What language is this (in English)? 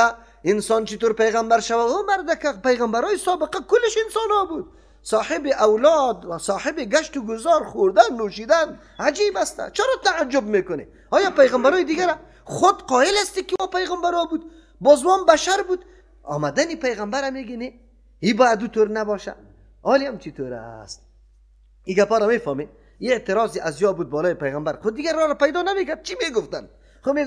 Persian